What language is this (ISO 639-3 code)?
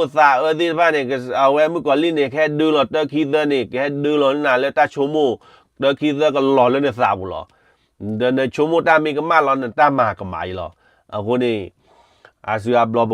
ksw